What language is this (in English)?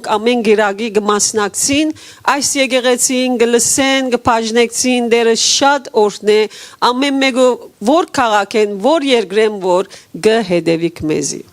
Western Armenian